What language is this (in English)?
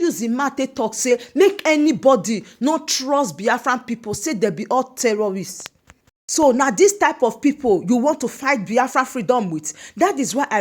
Nigerian Pidgin